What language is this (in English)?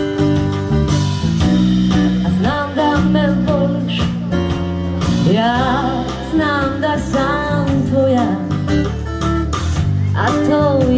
Croatian